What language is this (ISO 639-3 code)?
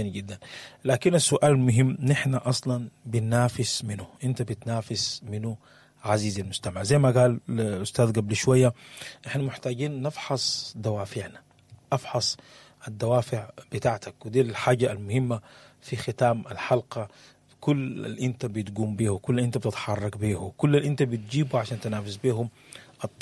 apd